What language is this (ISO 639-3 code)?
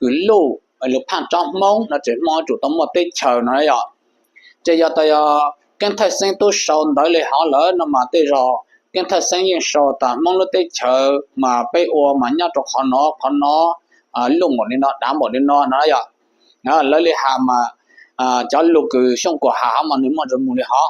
hmn